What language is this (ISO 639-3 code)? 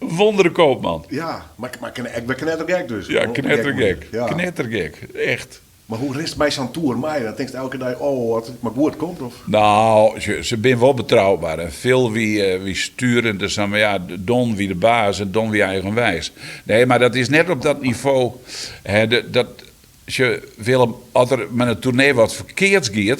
fry